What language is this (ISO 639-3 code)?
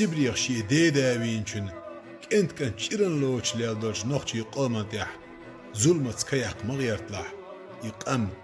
che